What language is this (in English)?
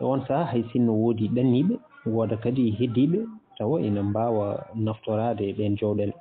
Fula